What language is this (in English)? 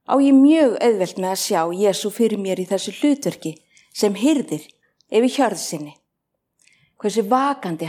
Icelandic